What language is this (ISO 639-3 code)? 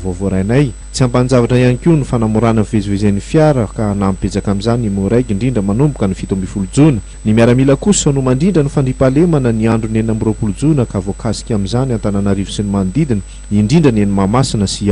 mlg